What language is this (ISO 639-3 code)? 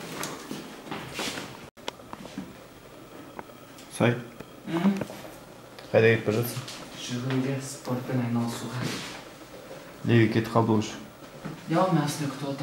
kaz